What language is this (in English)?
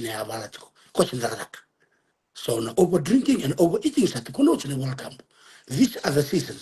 Fijian